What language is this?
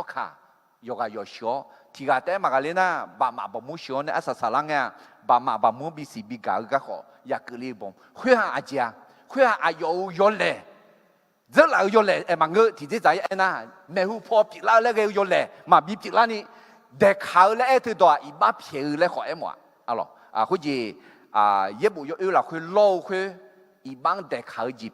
Akha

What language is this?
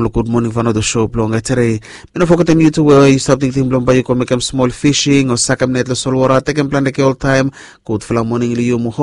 Bislama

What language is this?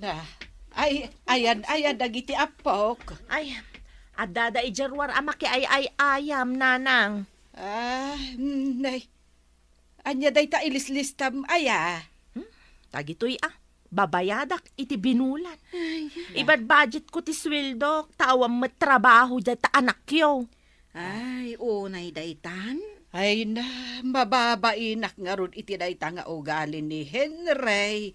Iloko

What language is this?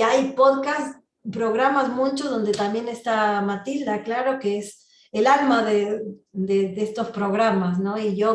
Ladino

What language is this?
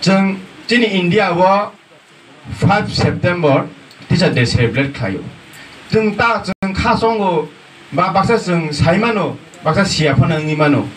Kok Borok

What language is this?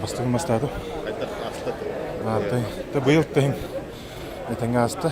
Yakut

